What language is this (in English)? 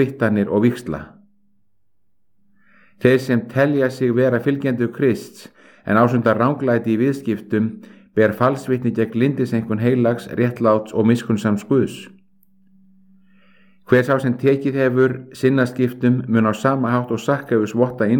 Icelandic